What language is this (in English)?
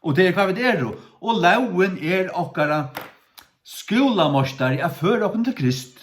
Faroese